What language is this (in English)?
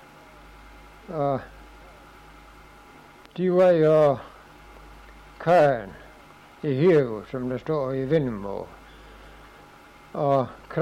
Danish